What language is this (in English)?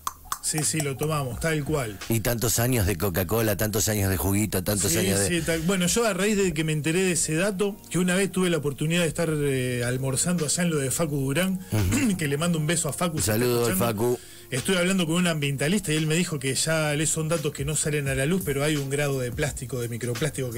Spanish